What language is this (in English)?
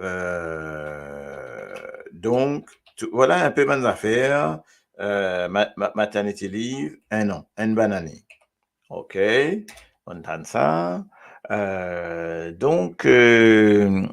Morisyen